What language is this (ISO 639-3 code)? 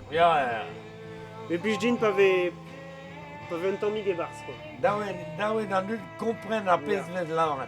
bre